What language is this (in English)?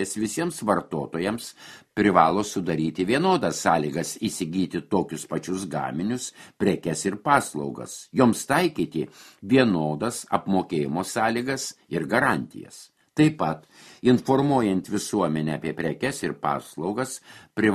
Lithuanian